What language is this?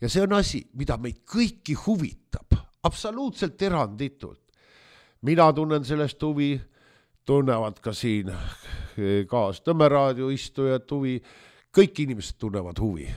Estonian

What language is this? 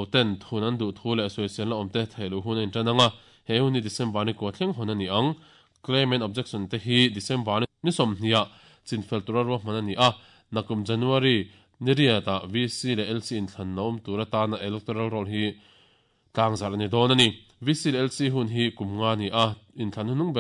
Mizo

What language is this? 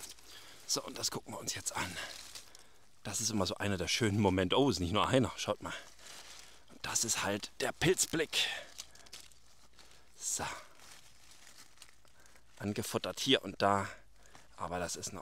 German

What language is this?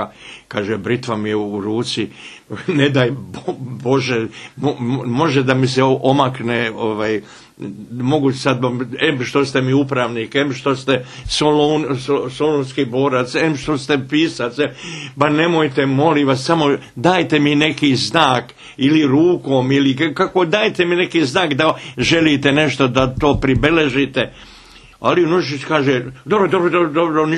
Bosnian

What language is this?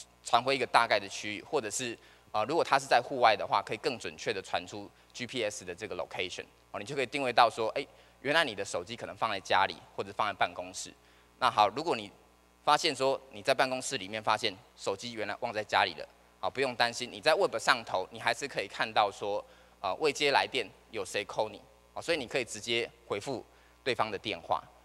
Chinese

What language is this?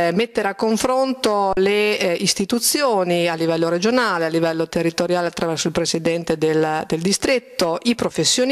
Italian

